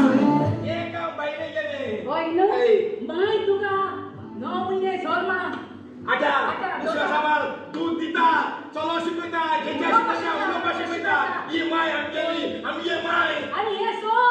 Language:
Konkani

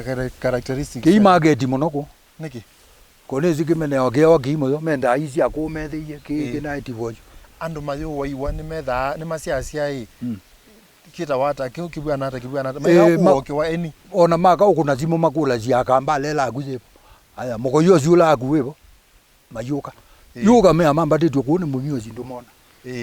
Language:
Kamba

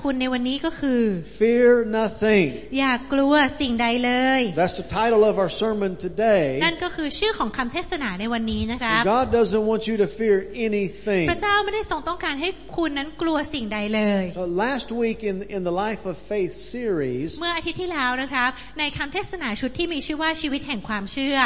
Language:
Thai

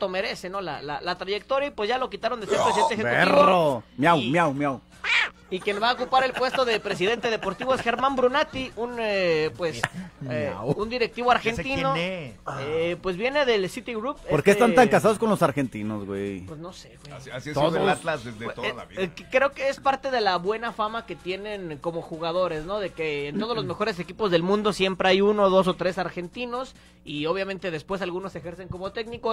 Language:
Spanish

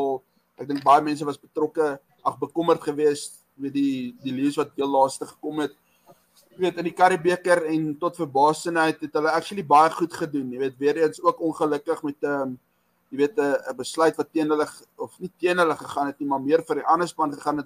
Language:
Afrikaans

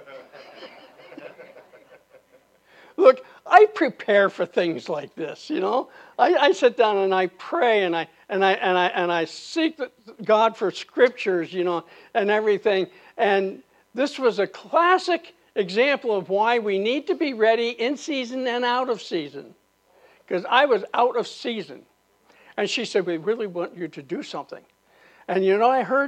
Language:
English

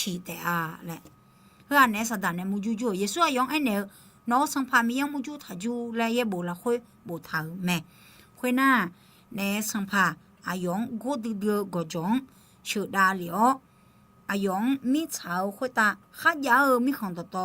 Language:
Akha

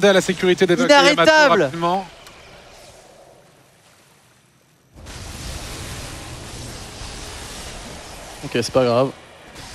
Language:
French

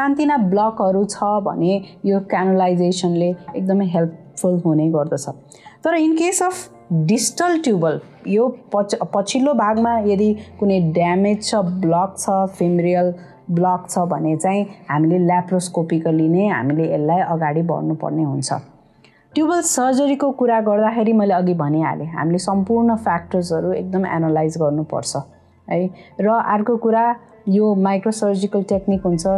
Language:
Nepali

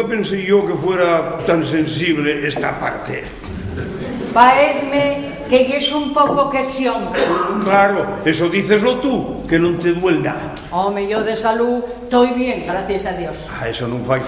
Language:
Asturian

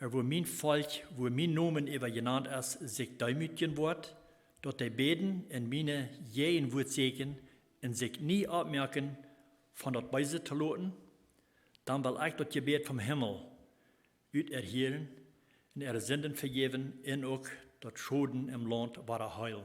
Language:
Plautdietsch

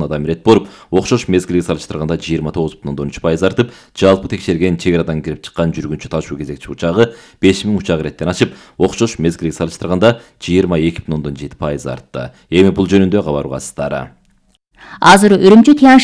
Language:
Kyrgyz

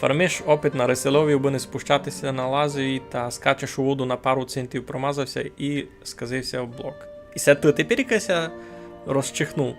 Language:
Rusyn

